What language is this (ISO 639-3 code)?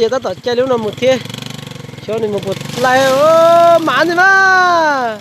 hmn